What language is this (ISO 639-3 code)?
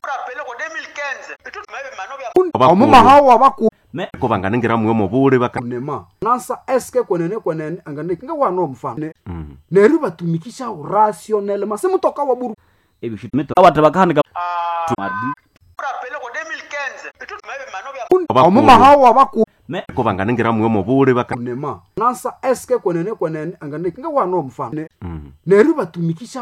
swa